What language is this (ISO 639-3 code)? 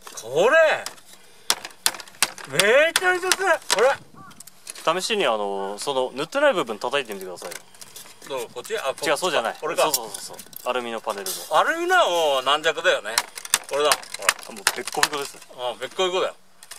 jpn